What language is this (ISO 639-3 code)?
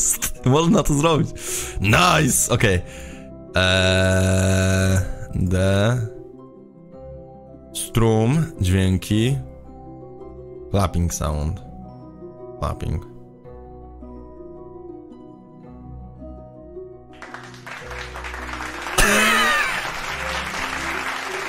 pol